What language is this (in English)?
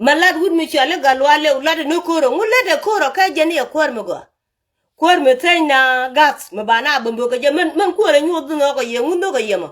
Nuer